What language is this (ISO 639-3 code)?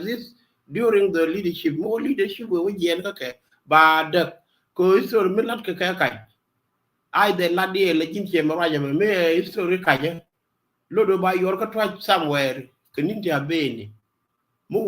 nus